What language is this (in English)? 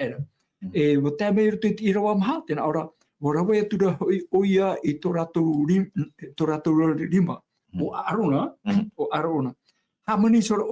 Tahitian